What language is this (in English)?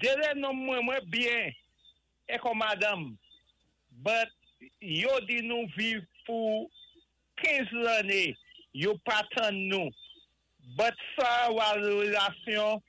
Saint Lucian Creole French